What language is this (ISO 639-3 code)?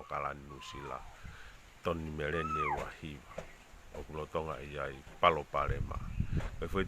ton